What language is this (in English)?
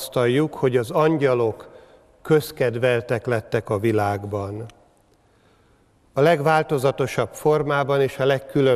Hungarian